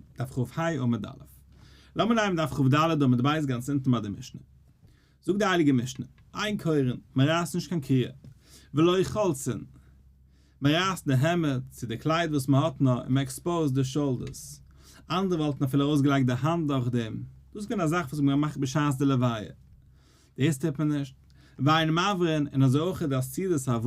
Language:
Yiddish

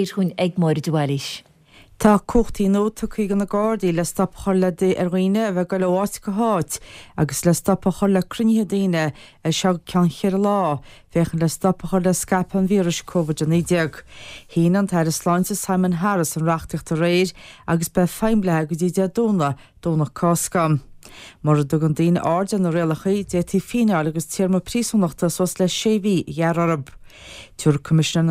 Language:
Irish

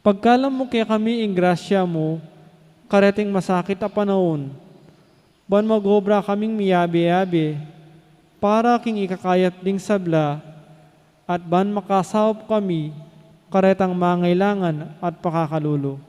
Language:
Pampanga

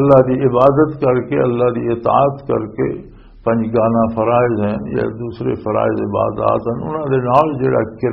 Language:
Western Panjabi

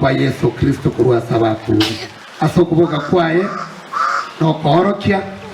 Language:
Gusii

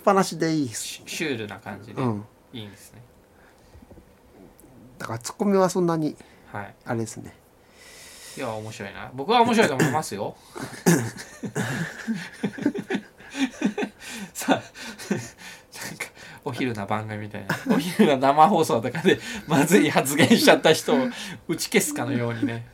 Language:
Japanese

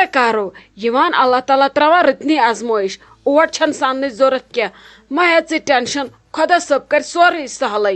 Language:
Kashmiri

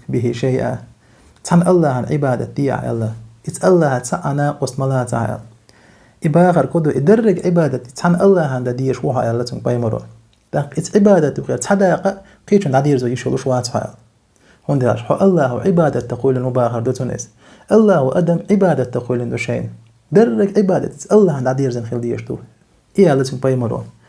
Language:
Chechen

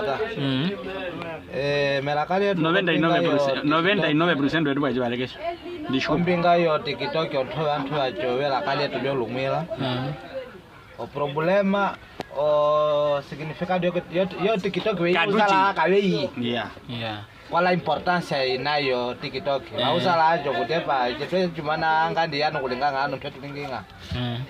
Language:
Nyaneka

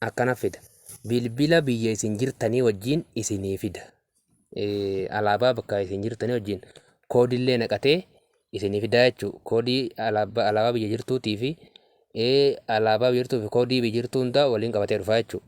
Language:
Oromo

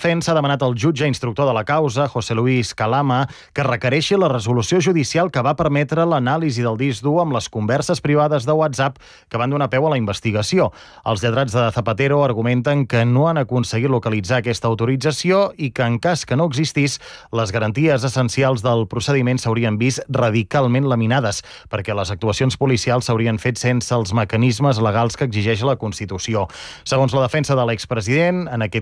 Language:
Catalan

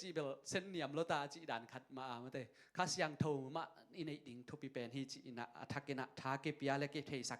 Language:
Tedim Chin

